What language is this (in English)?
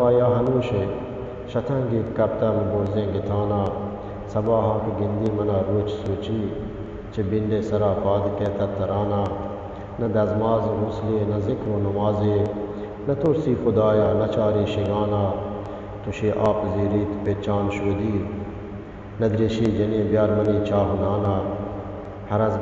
Eastern Balochi